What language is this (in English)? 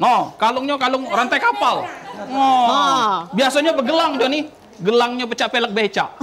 Musi